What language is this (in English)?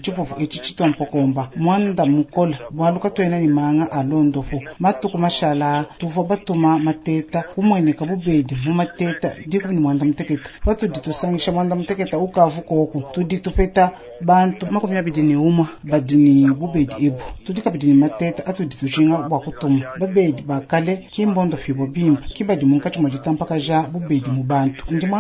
Luba-Lulua